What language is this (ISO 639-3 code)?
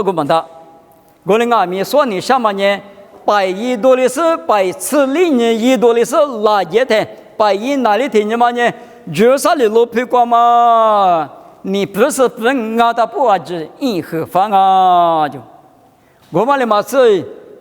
lis